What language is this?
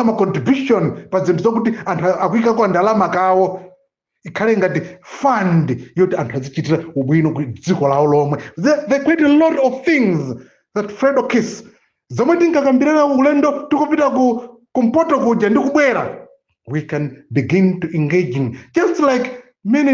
Nyanja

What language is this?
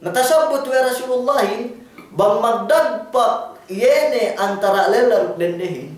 Yakan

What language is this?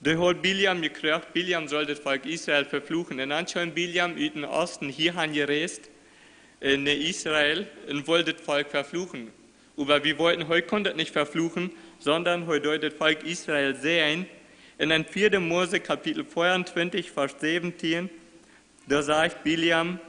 Plautdietsch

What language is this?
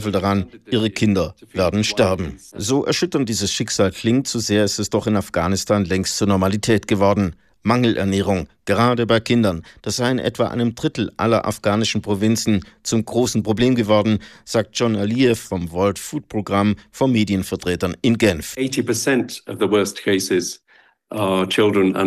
German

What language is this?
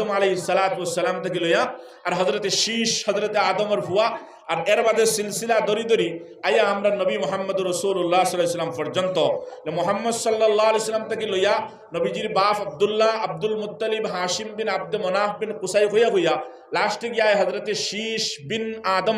Sylheti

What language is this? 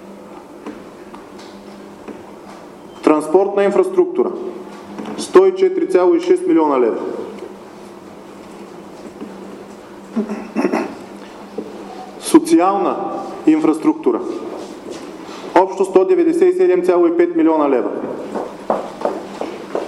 Bulgarian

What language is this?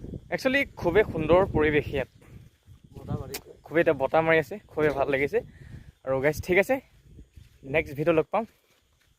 Assamese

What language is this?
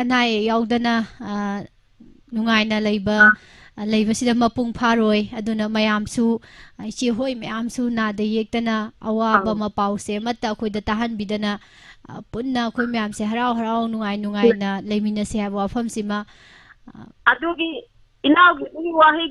Manipuri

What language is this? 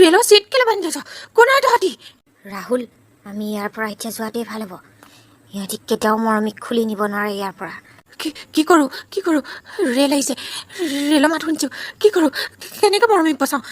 Assamese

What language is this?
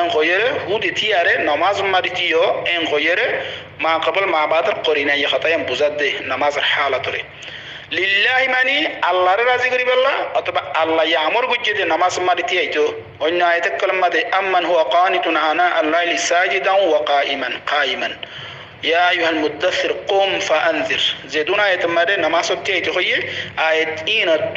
Rohingya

